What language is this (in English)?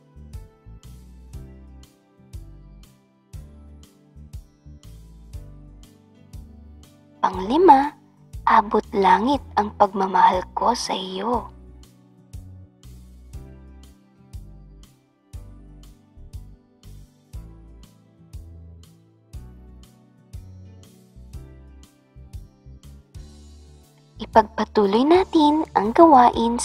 Filipino